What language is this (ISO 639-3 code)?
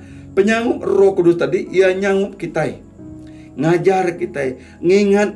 iba